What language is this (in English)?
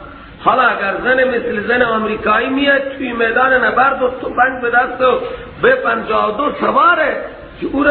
Persian